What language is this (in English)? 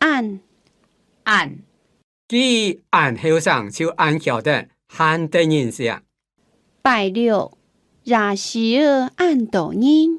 Hakka Chinese